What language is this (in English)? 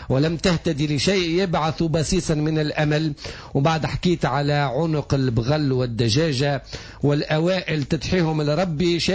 Tunisian Arabic